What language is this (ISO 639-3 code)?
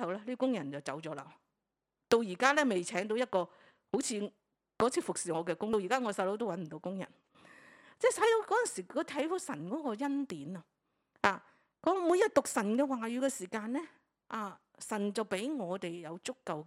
yue